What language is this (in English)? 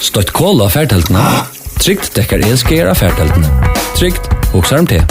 Faroese